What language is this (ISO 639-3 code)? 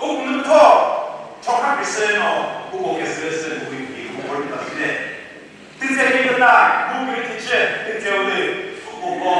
nri